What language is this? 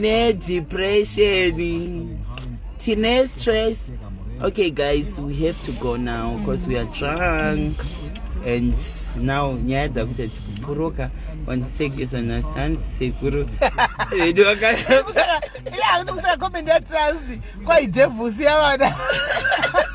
Shona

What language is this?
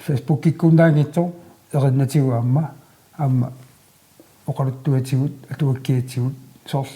Kalaallisut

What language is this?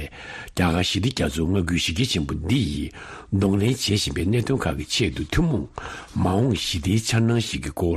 Tibetan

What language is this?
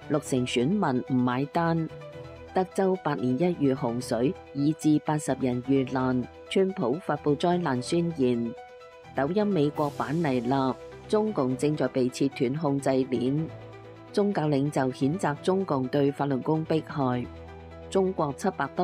Cantonese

